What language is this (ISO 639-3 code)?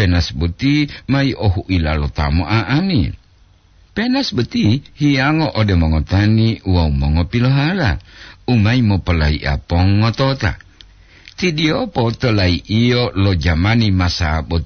gor